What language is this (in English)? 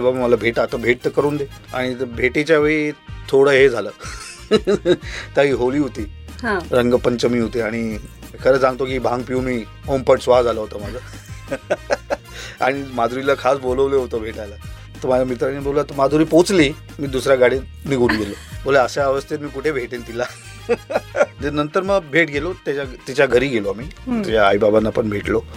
Marathi